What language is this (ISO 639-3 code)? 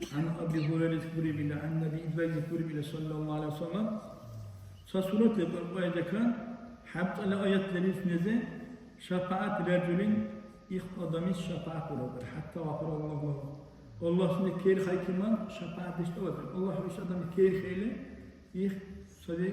dar